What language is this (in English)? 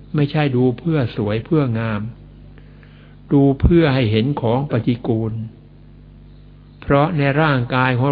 Thai